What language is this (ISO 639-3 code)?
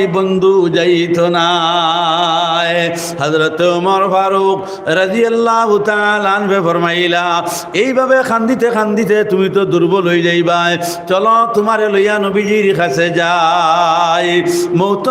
syl